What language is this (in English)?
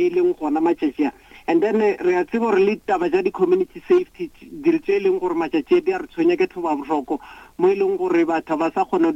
Northern Sotho